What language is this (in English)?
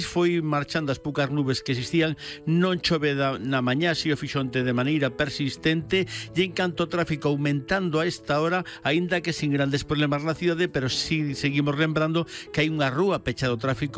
Galician